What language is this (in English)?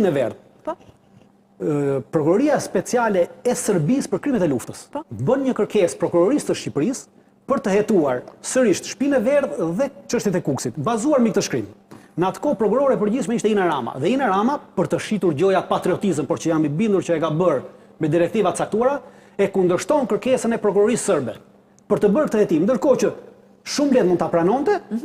Albanian